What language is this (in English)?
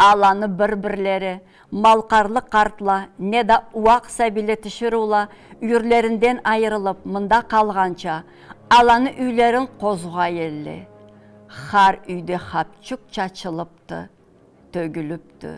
Karachay-Balkar